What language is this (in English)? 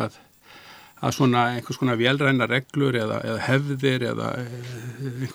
Icelandic